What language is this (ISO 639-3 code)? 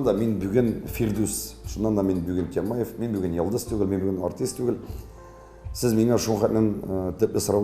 tat